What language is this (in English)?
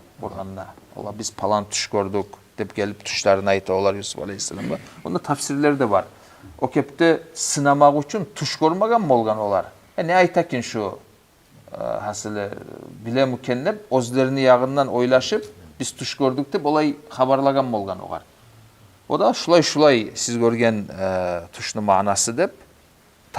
Kumyk